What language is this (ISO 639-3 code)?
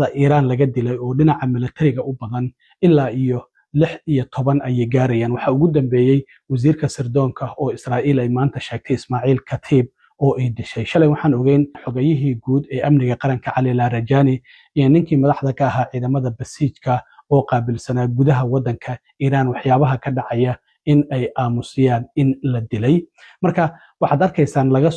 som